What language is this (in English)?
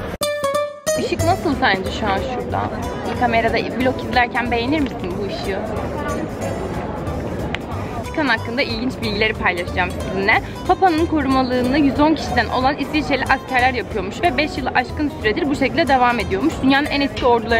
Turkish